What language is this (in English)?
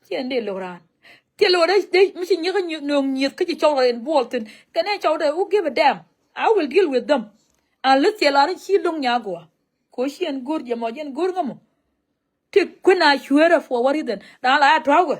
Nuer